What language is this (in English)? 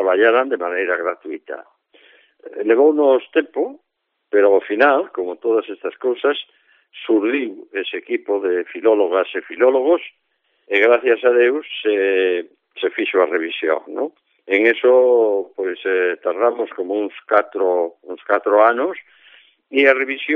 Galician